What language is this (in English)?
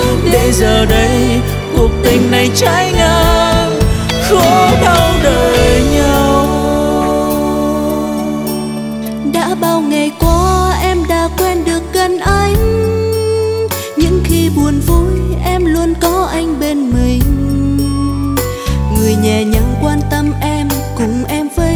Vietnamese